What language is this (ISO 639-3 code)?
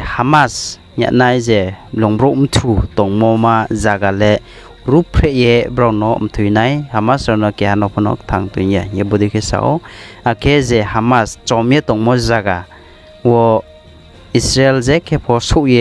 ria